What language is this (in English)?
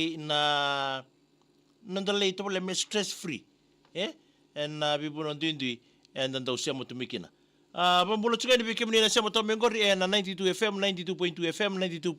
Fijian